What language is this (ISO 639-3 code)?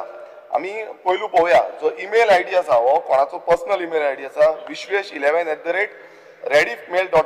kok